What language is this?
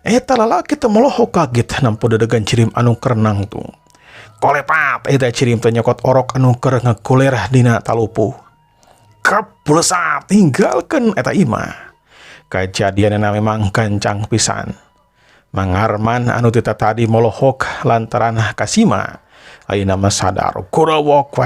Sundanese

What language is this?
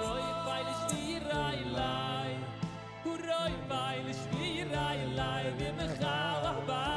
Yiddish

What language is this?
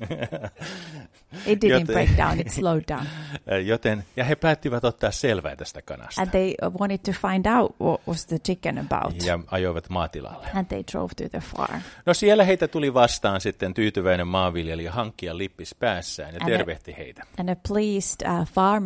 Finnish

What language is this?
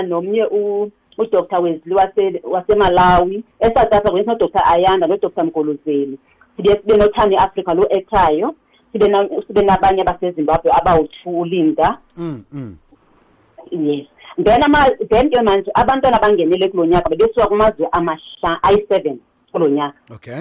South Ndebele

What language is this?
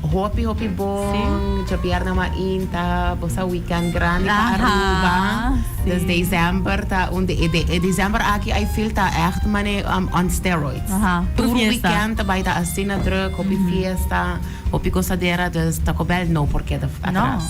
Papiamento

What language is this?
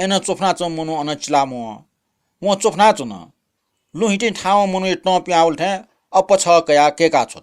Newari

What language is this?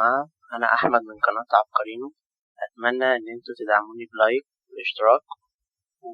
Egyptian Arabic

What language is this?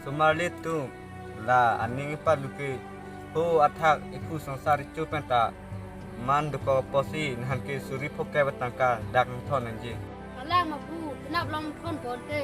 Karbi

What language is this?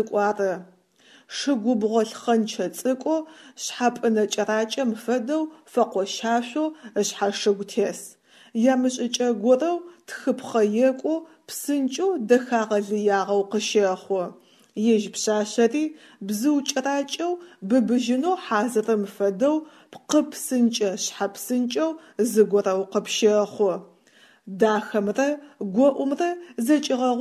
Adyghe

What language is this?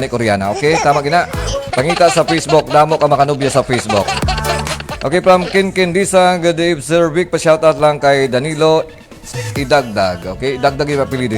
Hiligaynon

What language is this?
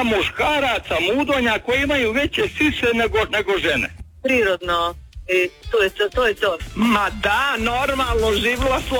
Croatian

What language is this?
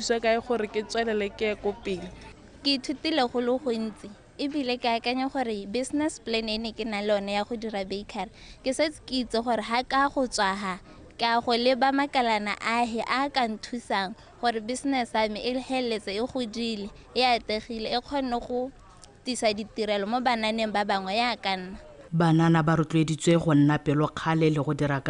Tswana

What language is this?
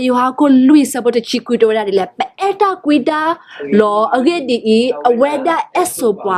S'gaw Karen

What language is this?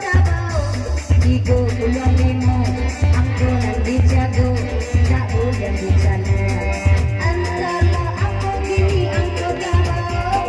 Minangkabau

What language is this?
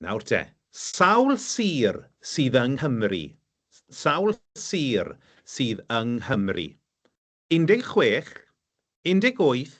Welsh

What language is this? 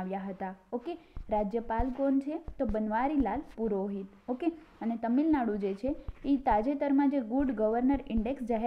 Gujarati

